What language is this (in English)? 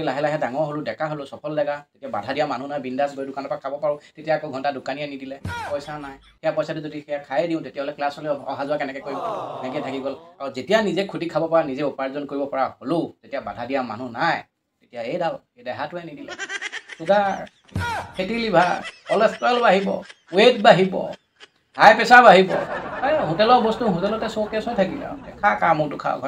Assamese